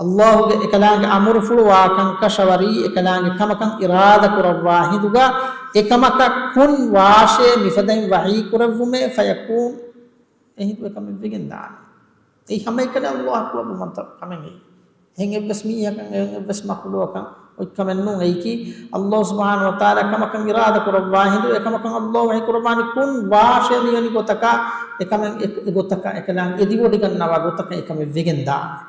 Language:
Divehi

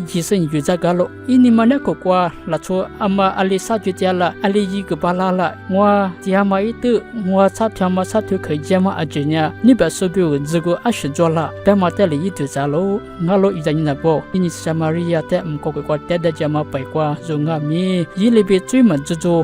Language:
Lisu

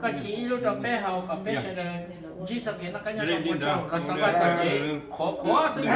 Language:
Hmong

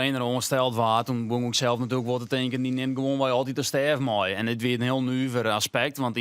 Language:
Western Frisian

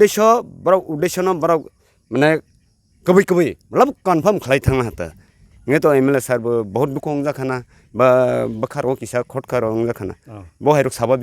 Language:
Kok Borok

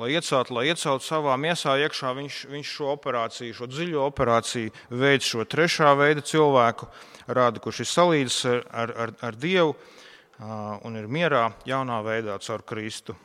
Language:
Latvian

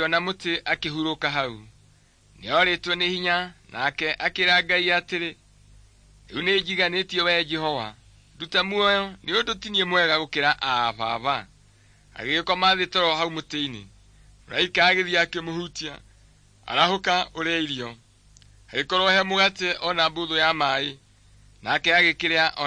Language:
Kikuyu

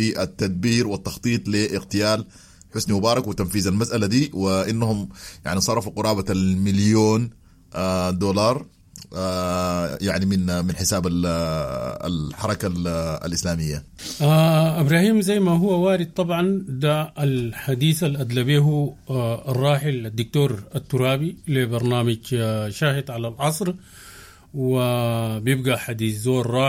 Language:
Sudanese Arabic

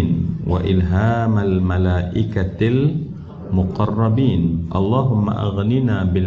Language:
Malay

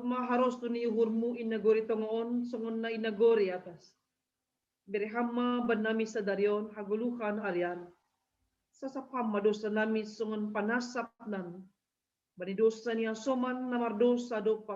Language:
Batak Simalungun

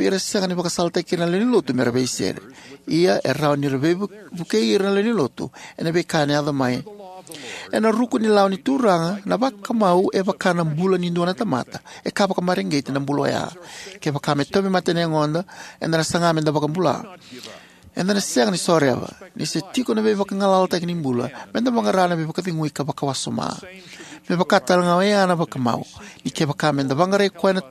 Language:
Fijian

